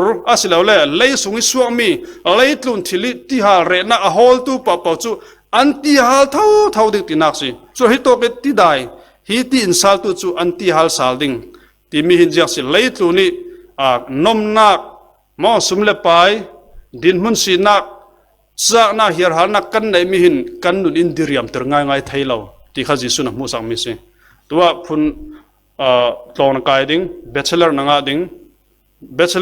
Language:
Falam Chin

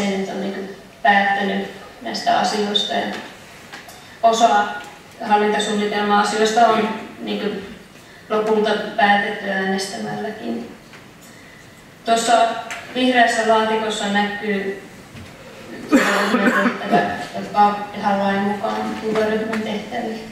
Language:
Finnish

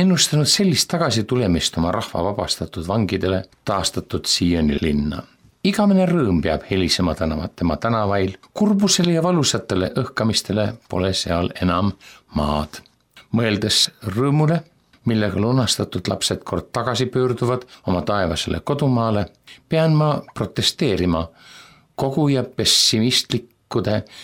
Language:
Estonian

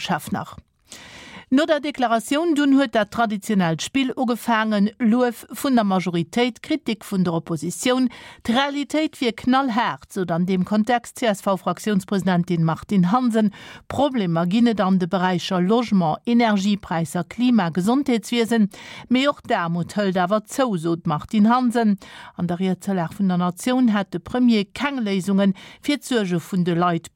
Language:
Luxembourgish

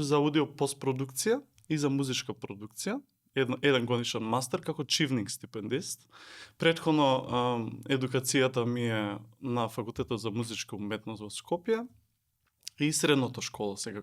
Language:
Macedonian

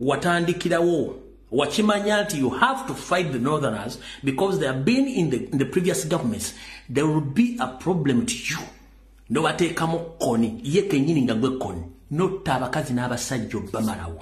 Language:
Ganda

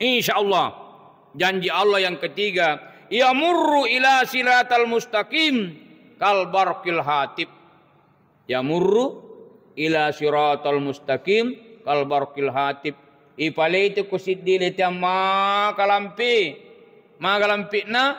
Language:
Buginese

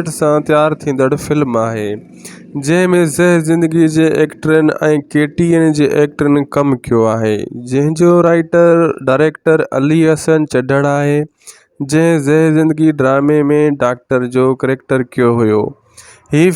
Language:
Sindhi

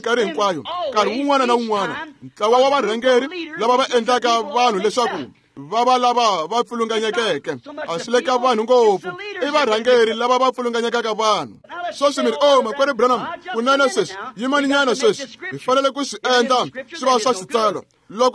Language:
Tsonga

